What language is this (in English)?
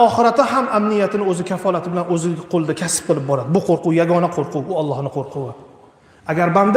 Uzbek